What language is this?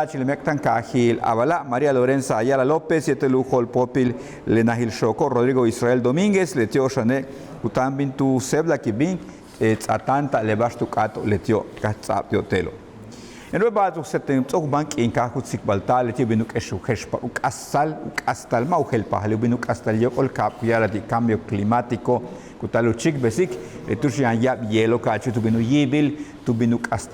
Yucateco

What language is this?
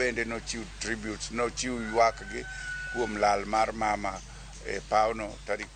Luo (Kenya and Tanzania)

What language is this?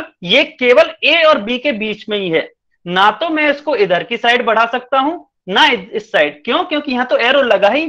Hindi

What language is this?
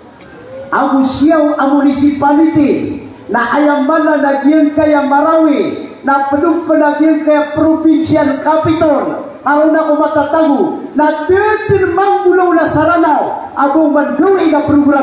Maranao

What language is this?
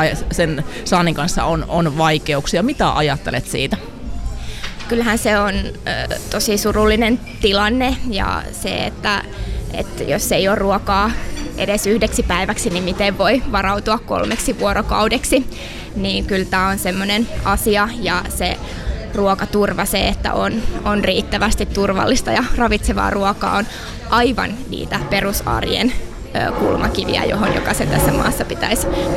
Finnish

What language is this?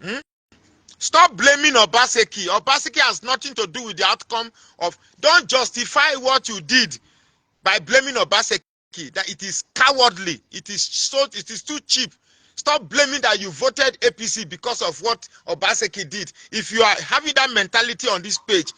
Nigerian Pidgin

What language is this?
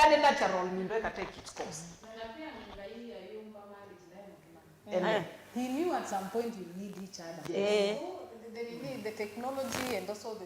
Kamba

